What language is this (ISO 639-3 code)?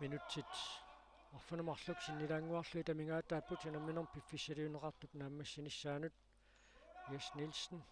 kal